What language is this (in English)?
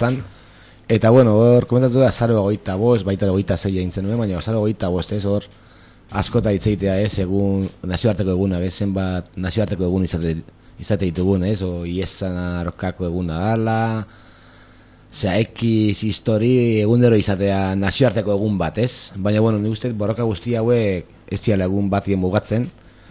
Basque